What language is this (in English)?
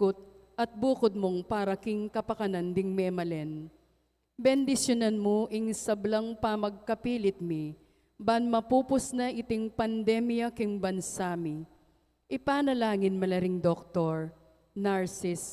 Pampanga